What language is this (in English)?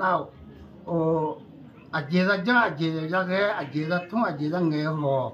Akha